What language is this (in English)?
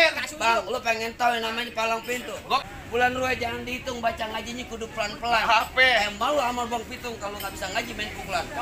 Betawi